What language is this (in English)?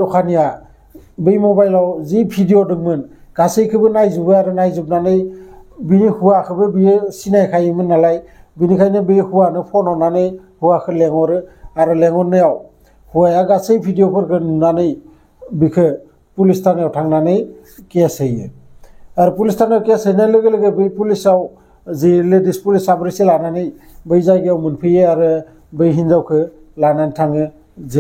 Bodo